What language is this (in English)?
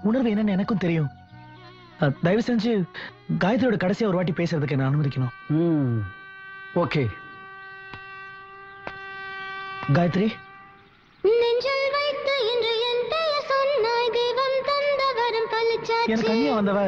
Tamil